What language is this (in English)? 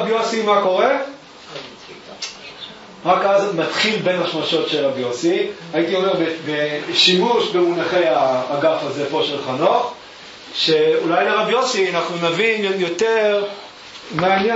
Hebrew